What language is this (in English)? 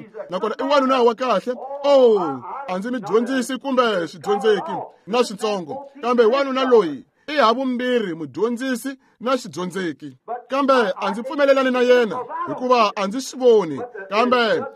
Tsonga